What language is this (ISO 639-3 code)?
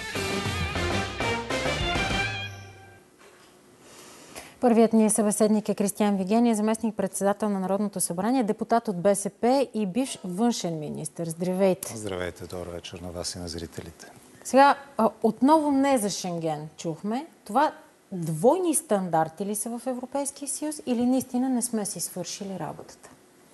bul